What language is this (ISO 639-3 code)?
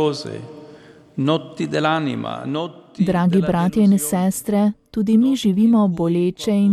slv